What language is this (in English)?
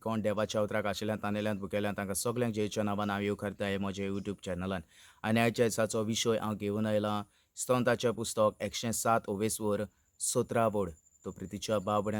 Konkani